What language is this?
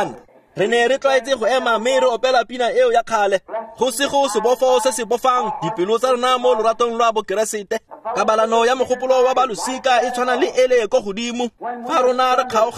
Tswana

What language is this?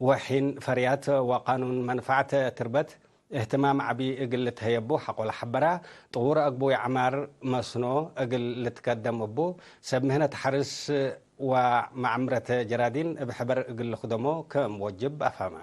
Tigre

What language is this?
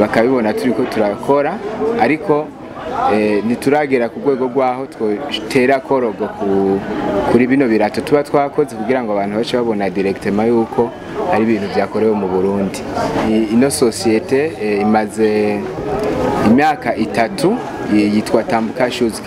Rundi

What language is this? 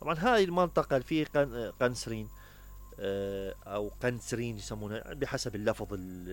Mesopotamian Arabic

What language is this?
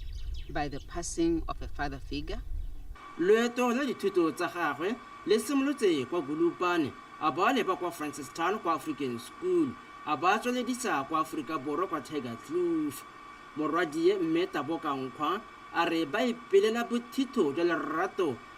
Tswana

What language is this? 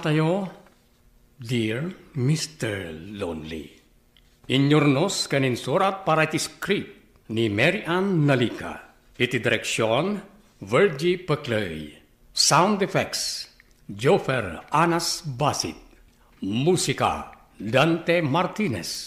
Iloko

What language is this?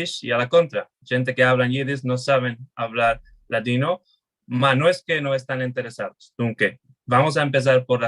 Ladino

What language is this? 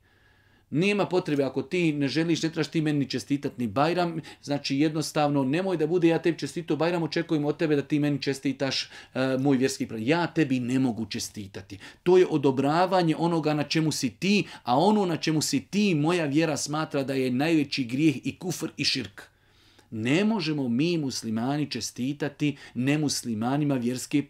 Bosnian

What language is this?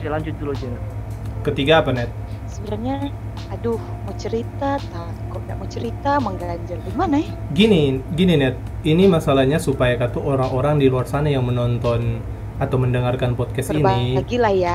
Manado Malay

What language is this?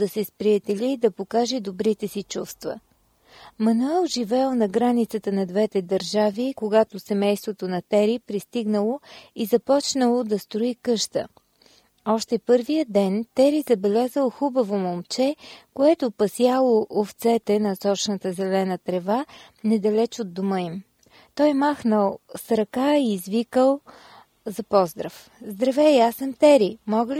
Bulgarian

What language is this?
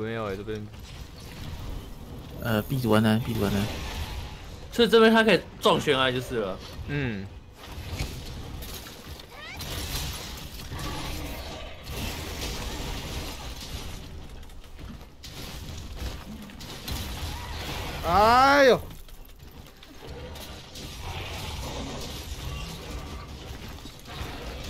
Chinese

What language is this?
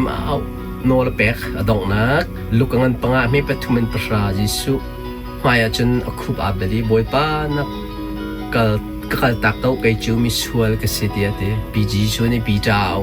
Hakha Chin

